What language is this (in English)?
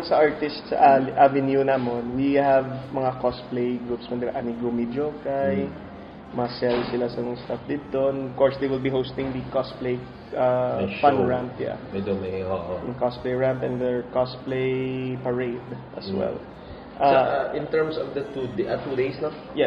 Hiligaynon